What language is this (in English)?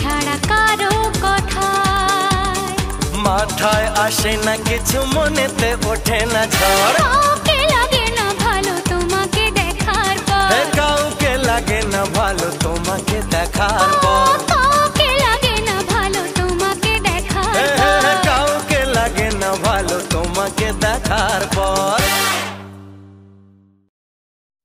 Bangla